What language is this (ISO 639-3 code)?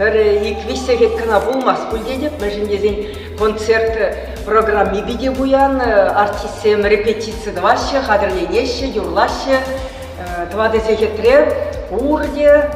chv